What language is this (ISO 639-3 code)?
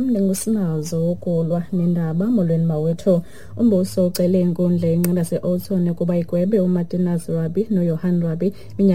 xho